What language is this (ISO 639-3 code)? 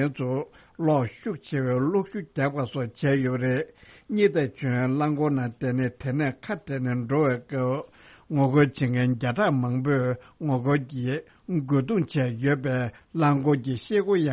bod